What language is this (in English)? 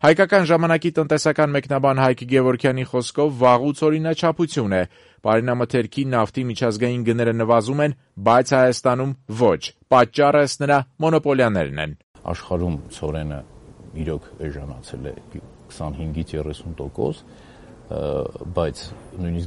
Armenian